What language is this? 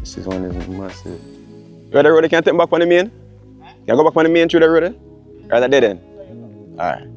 Jamaican Creole English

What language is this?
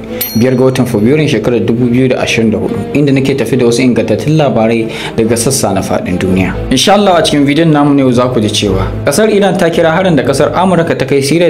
Hausa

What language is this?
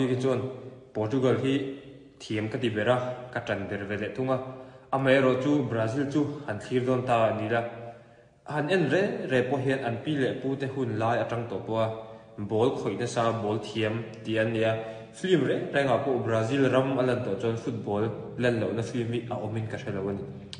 Mizo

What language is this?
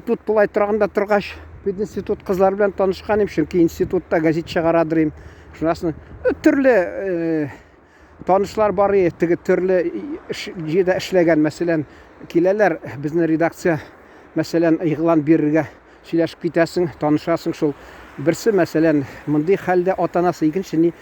Tatar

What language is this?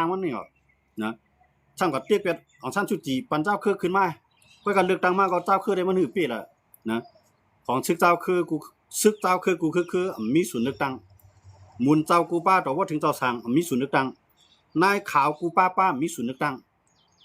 Shan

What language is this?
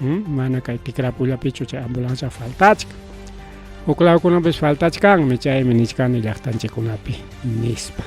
Ayacucho Quechua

